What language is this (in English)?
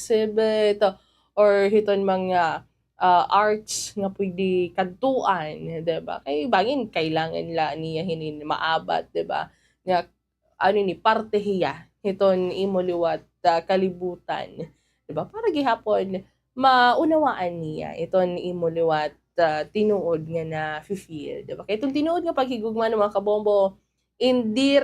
Waray